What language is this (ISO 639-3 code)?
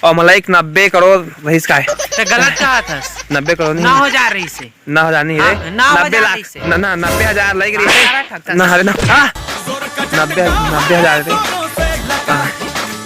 hne